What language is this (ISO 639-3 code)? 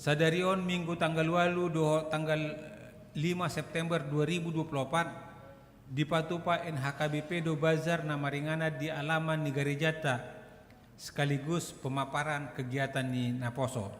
bbc